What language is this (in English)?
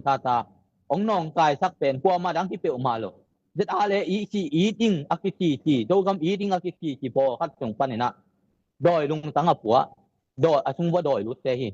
Tedim Chin